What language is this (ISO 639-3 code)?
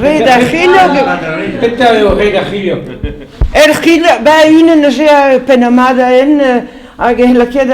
bre